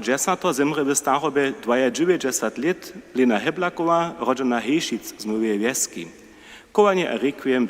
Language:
Upper Sorbian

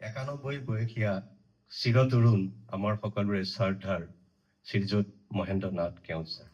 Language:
Assamese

